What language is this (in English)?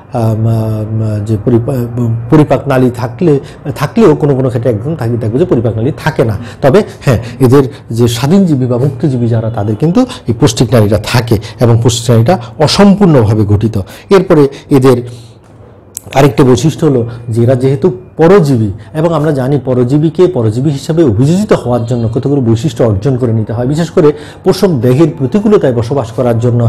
Bangla